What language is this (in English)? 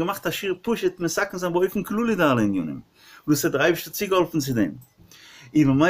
Yiddish